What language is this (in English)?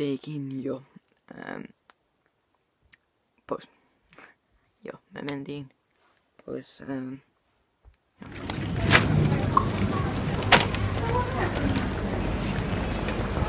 Finnish